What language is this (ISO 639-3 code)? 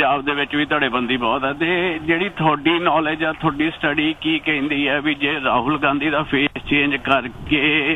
pan